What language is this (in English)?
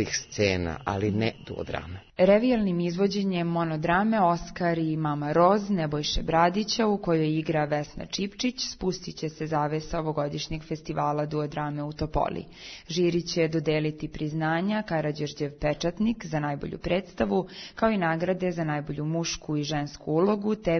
Serbian